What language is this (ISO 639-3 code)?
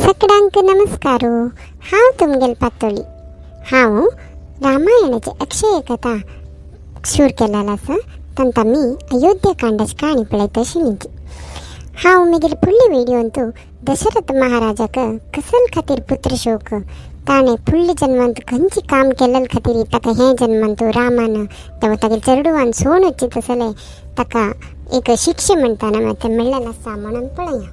kok